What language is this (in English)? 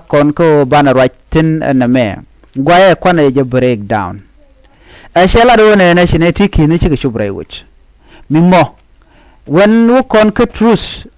Nuer